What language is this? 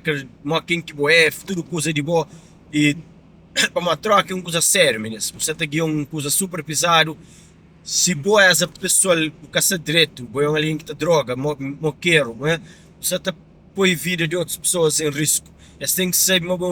Kabuverdianu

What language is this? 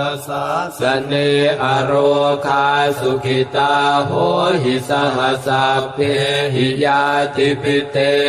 Pali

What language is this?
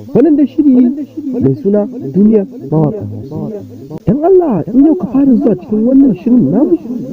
Hausa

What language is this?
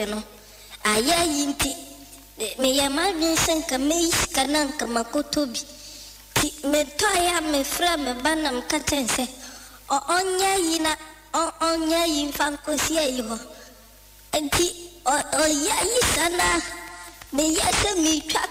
Akan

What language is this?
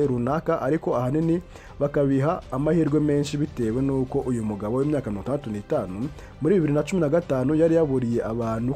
Kinyarwanda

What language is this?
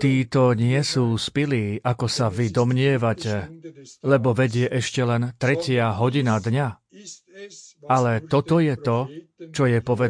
Slovak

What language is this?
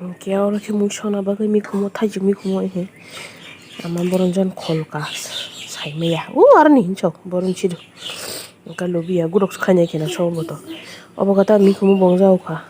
Kok Borok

